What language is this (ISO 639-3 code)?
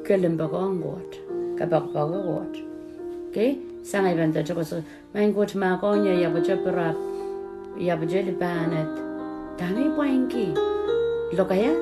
pon